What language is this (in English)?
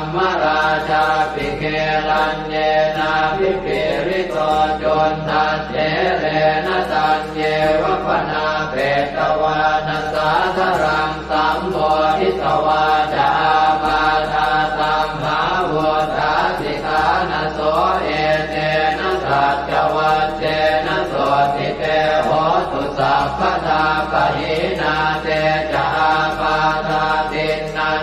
Pali